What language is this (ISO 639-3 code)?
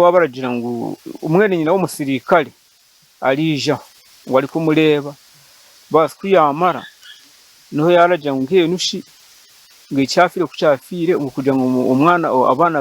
nyn